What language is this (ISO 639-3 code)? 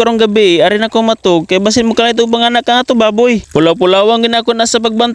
ceb